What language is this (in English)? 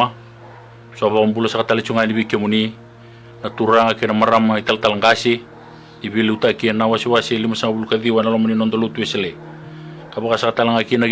Fijian